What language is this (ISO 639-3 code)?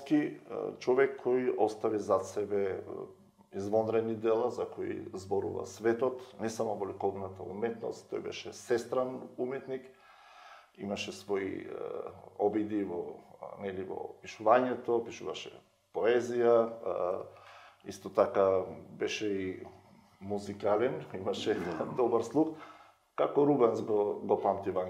mkd